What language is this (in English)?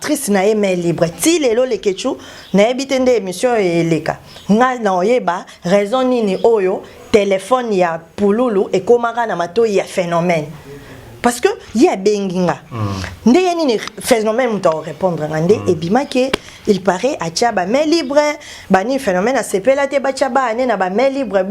Lingala